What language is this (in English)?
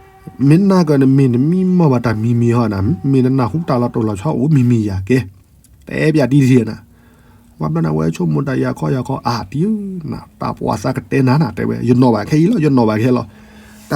S'gaw Karen